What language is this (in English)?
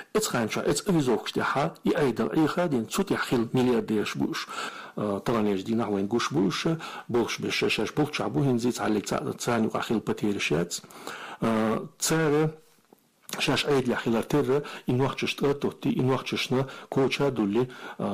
Chechen